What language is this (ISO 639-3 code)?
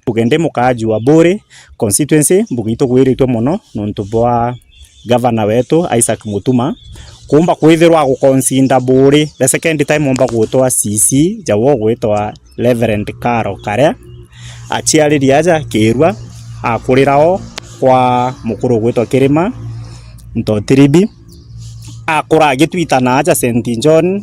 mer